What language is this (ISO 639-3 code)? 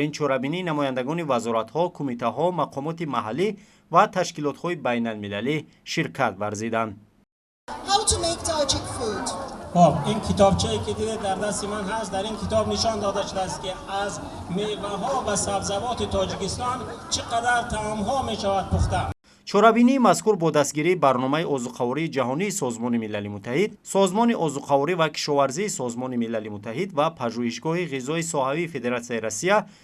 tgk